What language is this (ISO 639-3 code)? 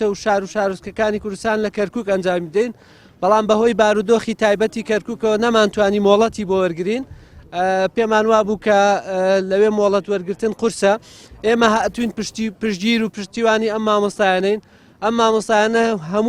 ckb